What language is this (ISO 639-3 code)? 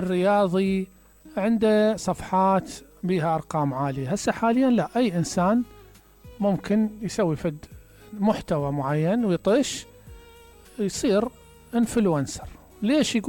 acm